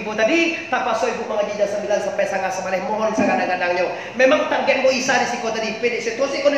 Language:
Minangkabau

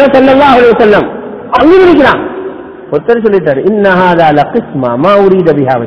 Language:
Tamil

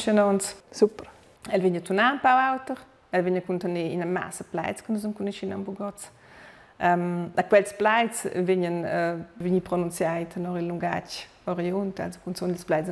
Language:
Romansh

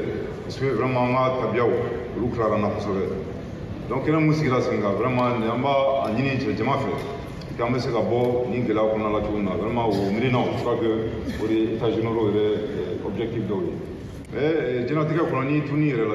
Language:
Bambara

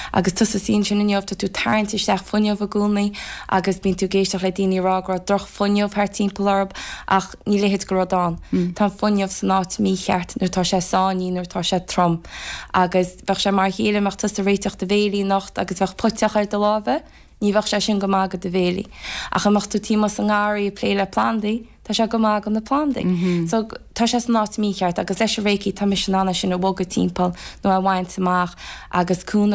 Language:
Irish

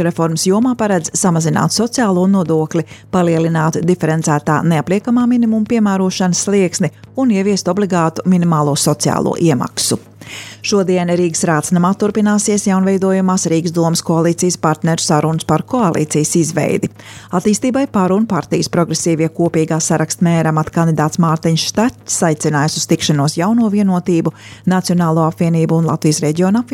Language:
Latvian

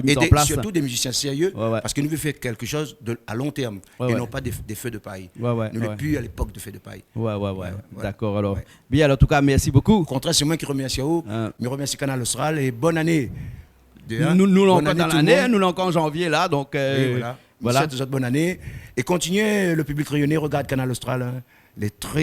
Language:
Réunion Creole French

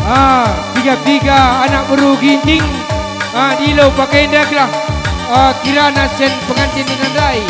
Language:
Batak Karo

